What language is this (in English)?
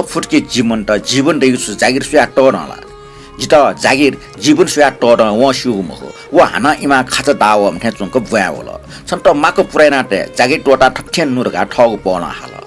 Newari